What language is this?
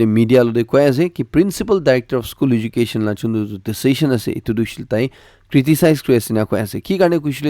Naga Pidgin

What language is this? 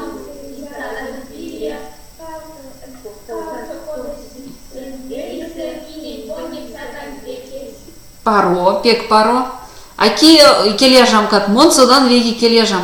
Erzya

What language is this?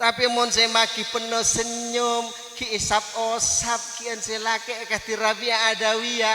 Madurese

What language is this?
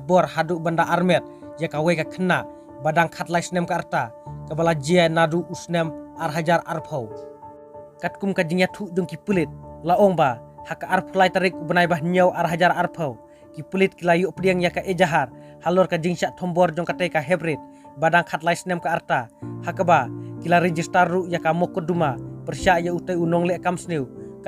Khasi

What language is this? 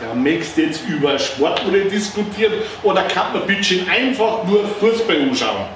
Bavarian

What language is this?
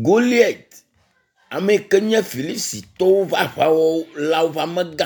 Ewe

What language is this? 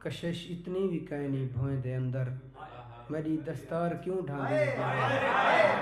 Saraiki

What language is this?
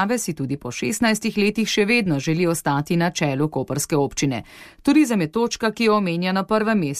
Slovenian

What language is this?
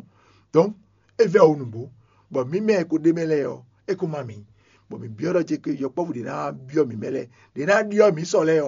Fon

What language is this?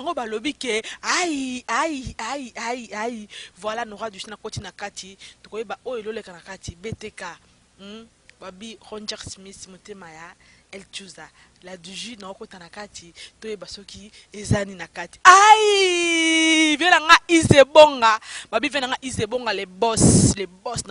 Lingala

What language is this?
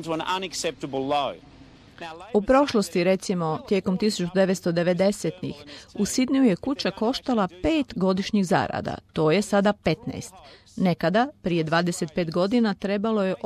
Croatian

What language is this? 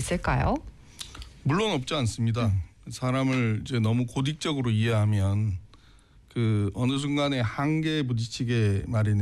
Korean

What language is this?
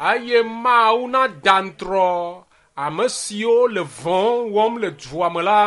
Ewe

